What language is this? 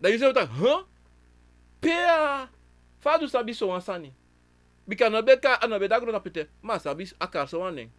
Sranan Tongo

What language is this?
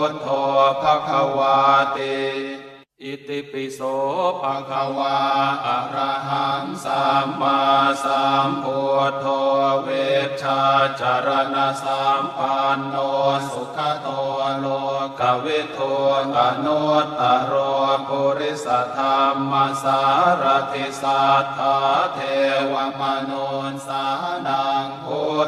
Pali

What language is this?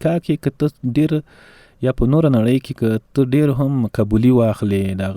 Pashto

